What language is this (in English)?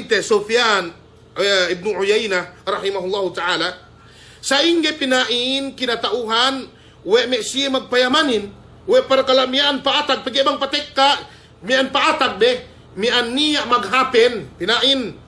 Yakan